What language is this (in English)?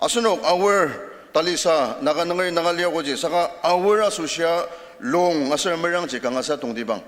Ao Naga